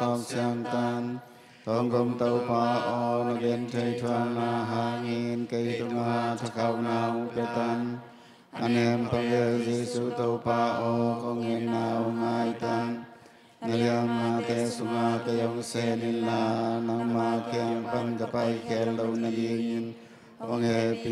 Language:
Tedim Chin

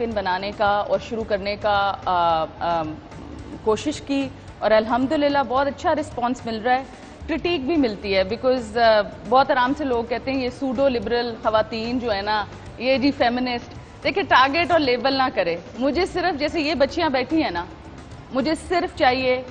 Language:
Urdu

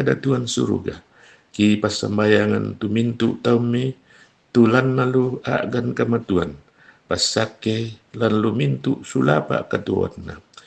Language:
Toraja-Sa'dan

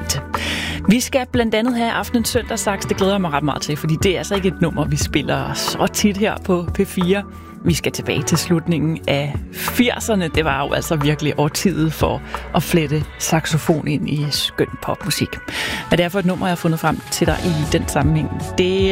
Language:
Danish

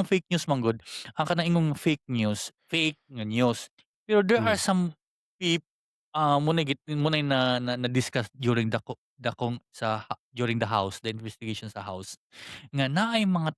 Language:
Cebuano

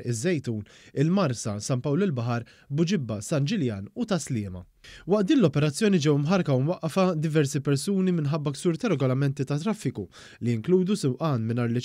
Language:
Maltese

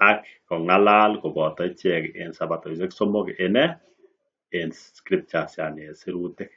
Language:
Kalenjin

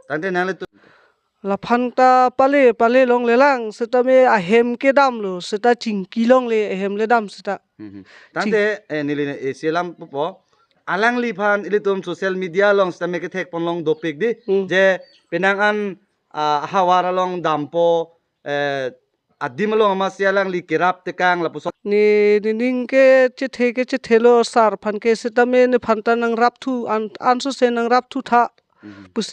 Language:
Karbi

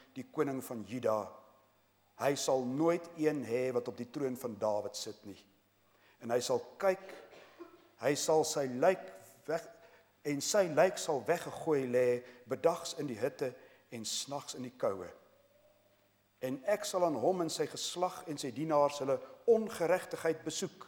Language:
Afrikaans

